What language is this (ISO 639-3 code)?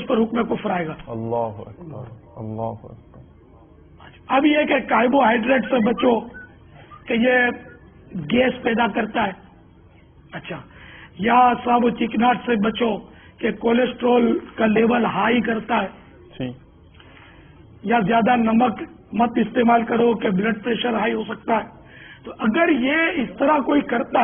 urd